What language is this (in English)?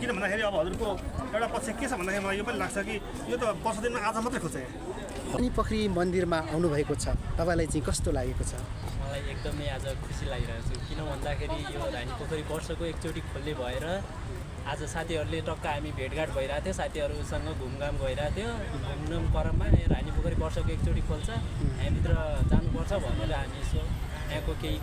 Nepali